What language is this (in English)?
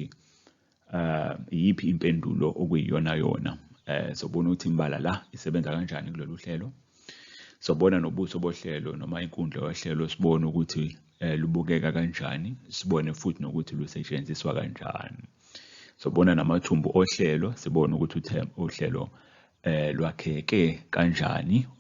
Zulu